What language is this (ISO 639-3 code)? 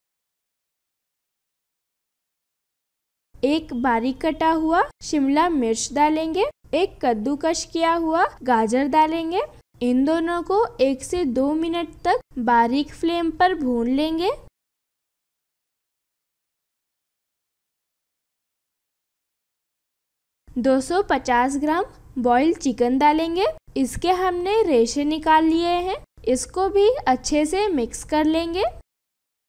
hin